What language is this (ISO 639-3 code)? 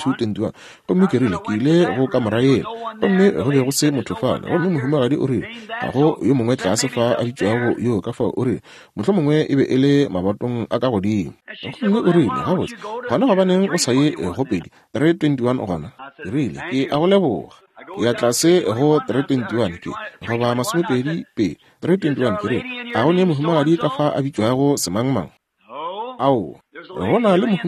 nso